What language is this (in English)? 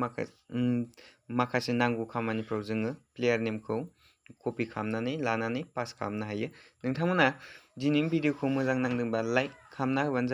Bodo